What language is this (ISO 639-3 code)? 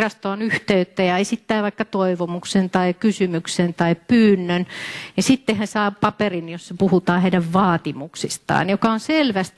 fin